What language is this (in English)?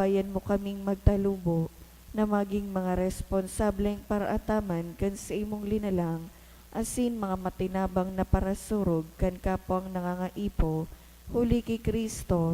Bikol